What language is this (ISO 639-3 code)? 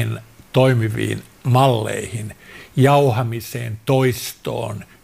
fin